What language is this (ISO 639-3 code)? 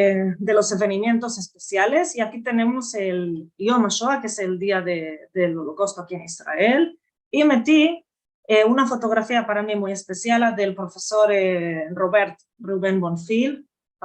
lad